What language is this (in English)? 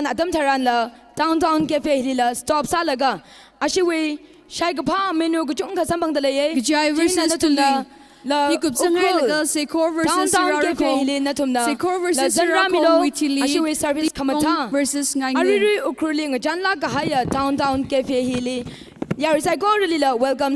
Tangkhul Naga (India)